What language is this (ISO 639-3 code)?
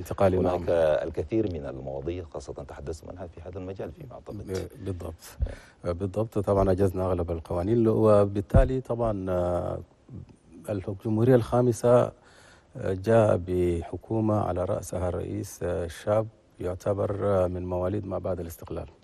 shu